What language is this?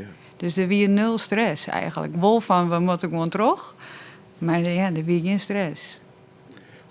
Western Frisian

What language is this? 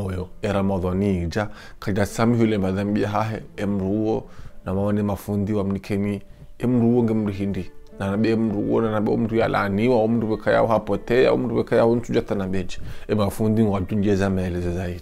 Ngazidja Comorian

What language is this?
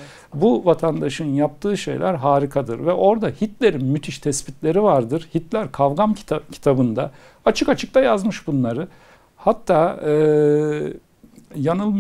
Turkish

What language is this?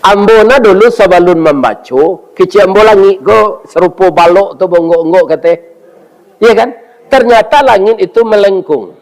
Minangkabau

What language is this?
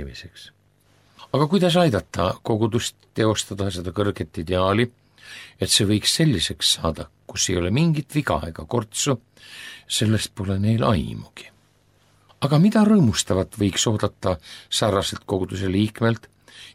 Estonian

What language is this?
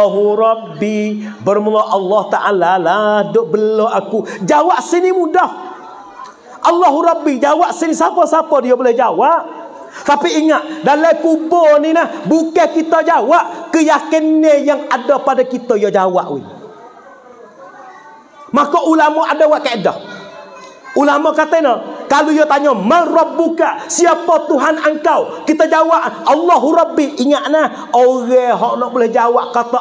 Pattani Malay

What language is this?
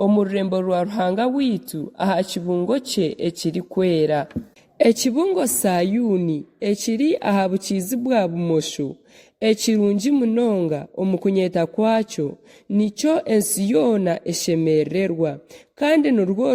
Nyankole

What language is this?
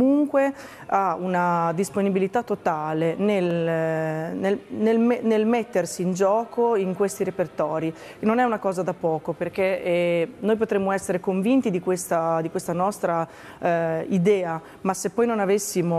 Italian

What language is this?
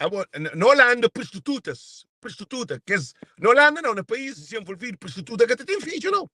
Kabuverdianu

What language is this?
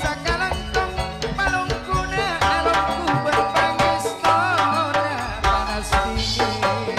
Madurese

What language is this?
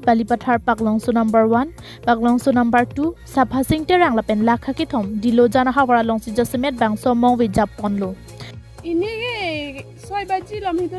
Karbi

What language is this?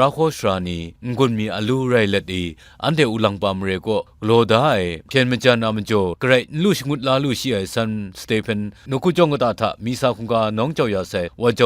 Kachin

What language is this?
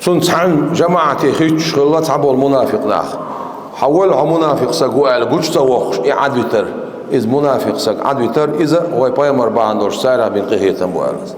Chechen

